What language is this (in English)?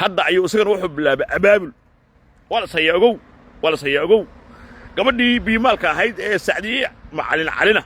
Somali